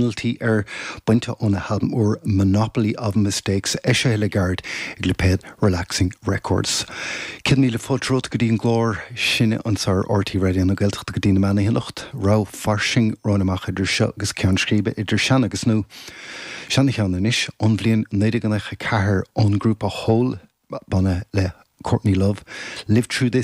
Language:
Irish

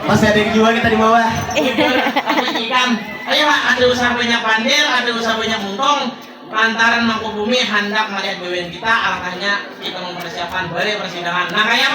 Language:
Banjar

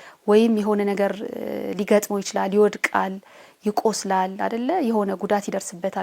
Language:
Amharic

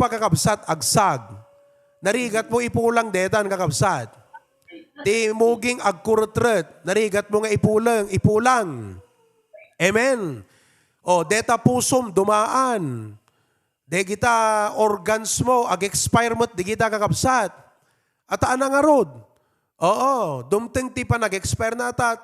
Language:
Iloko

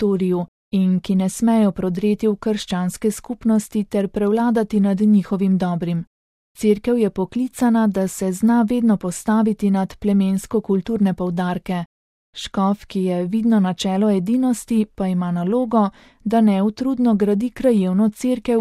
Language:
Slovenian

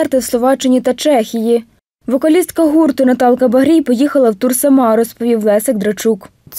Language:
Ukrainian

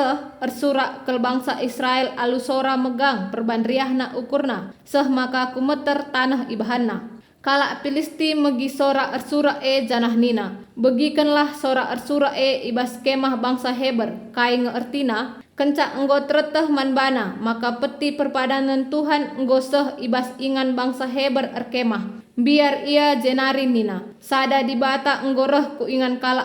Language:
Batak Karo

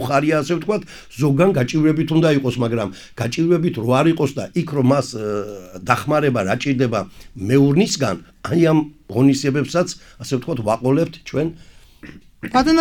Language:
Georgian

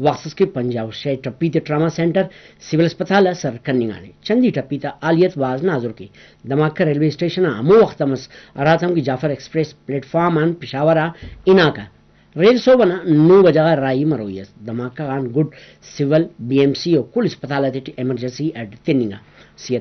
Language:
Brahui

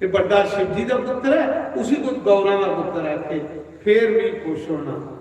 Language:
Dogri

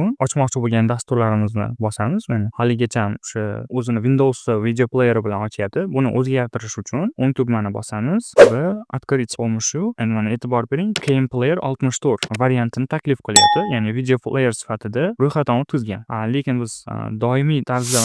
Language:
Uzbek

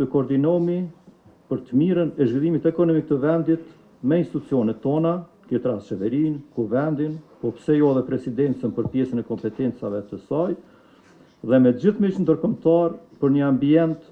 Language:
Albanian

